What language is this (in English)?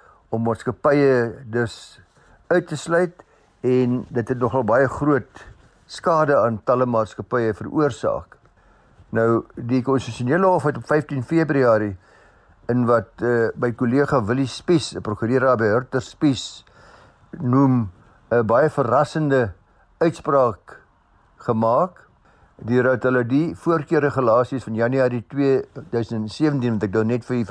Afrikaans